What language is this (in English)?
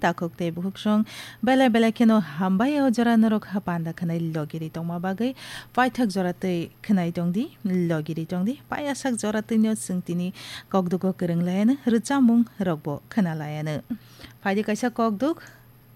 Kok Borok